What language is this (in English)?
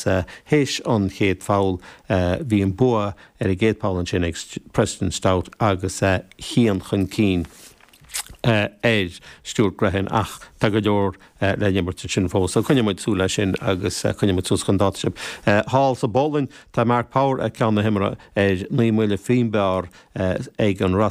Irish